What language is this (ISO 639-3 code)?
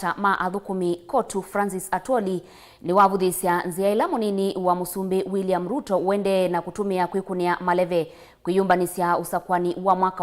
kam